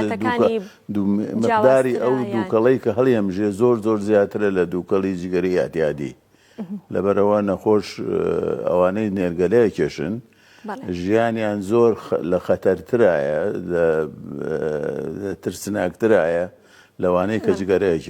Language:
Central Kurdish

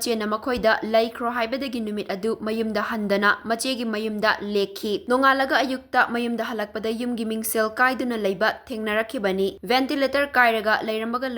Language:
Manipuri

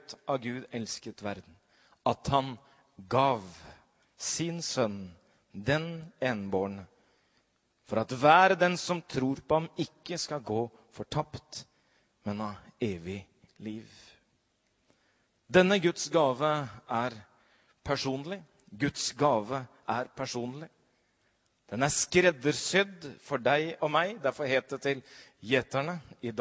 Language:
Norwegian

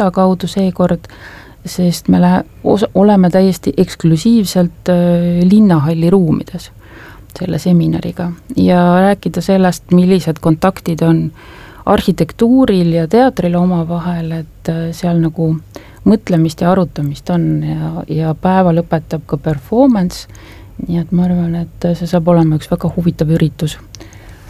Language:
Estonian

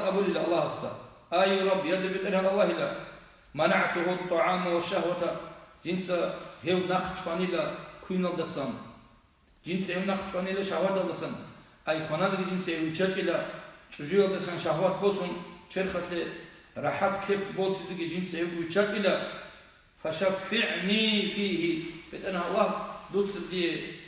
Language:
Avaric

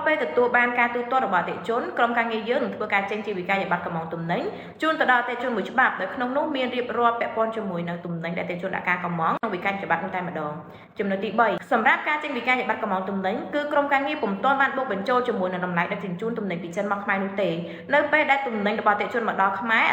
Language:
Khmer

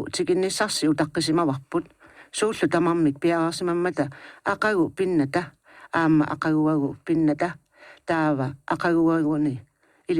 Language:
Kalaallisut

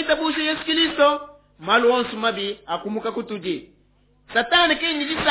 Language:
Luba-Lulua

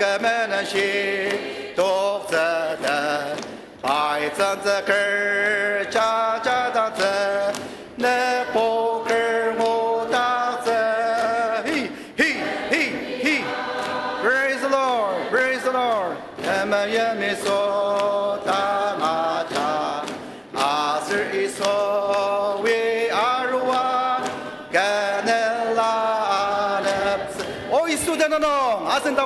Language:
Ao Naga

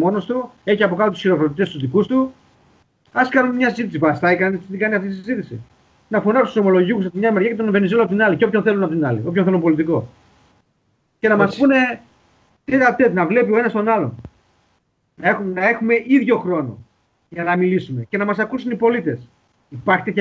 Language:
Greek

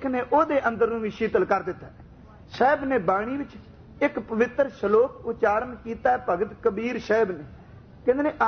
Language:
Punjabi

